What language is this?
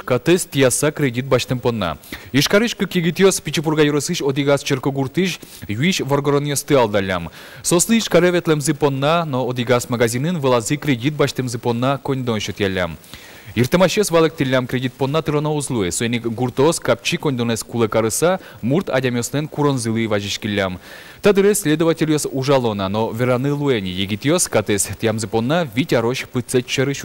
Udmurt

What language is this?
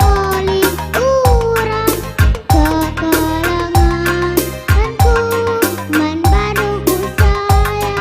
Batak Karo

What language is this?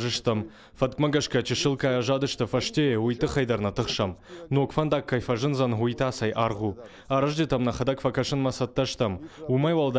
Ossetic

